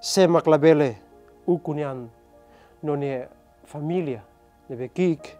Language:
Tetum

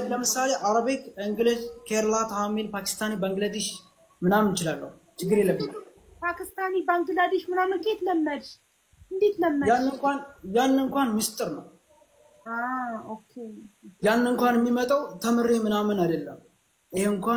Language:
Amharic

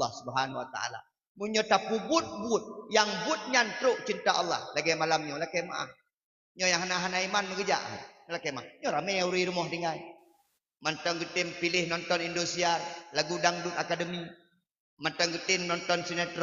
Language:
Achinese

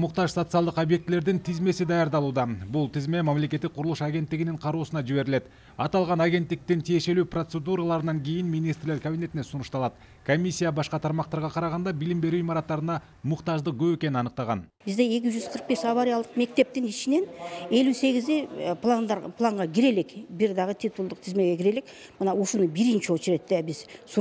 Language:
Kyrgyz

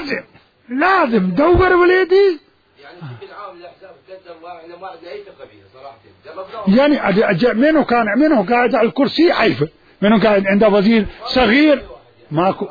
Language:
Mesopotamian Arabic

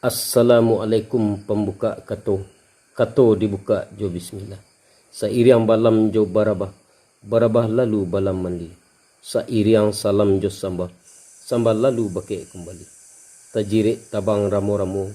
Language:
Minangkabau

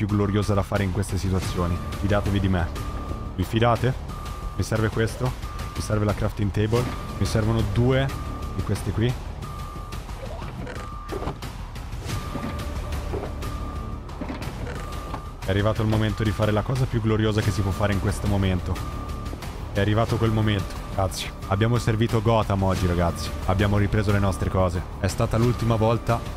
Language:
Italian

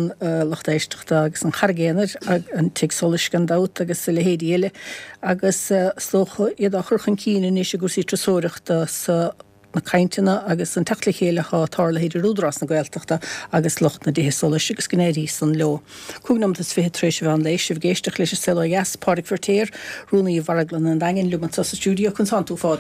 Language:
Irish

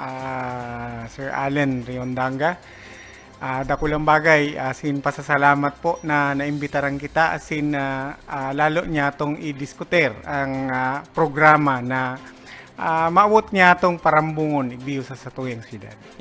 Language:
Bikol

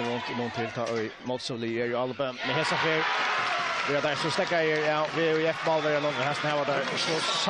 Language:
Faroese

